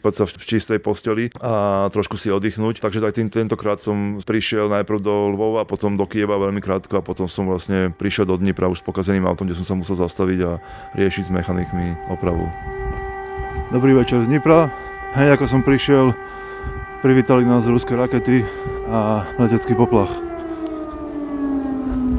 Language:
Slovak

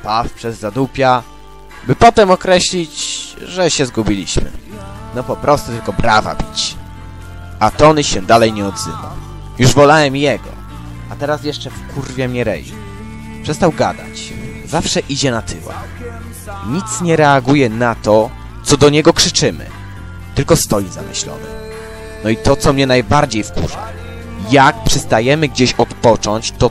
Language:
Polish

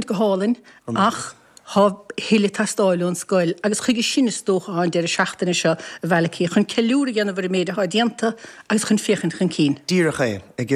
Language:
Irish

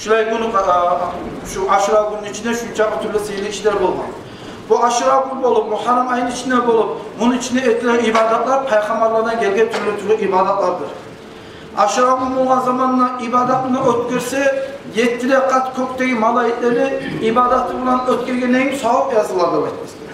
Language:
Kumyk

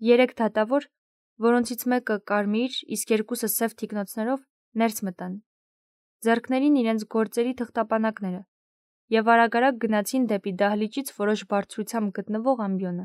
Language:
Armenian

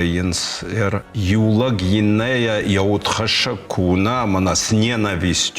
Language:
Ossetic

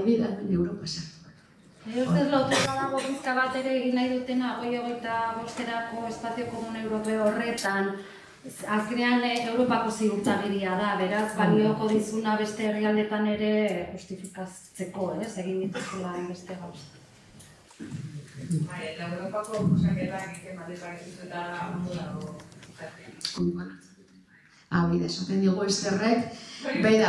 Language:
Basque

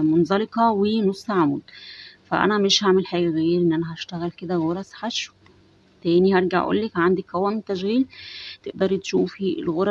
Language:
Egyptian Arabic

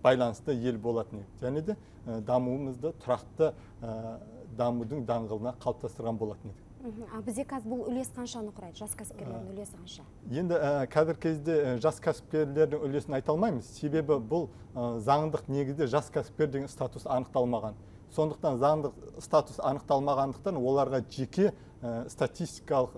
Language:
Kazakh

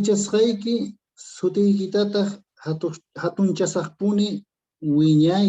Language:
Quechua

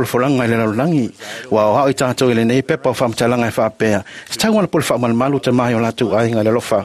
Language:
Samoan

